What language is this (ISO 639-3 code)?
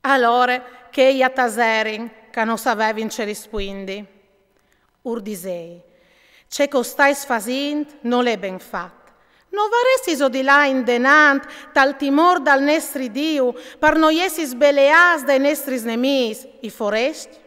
fur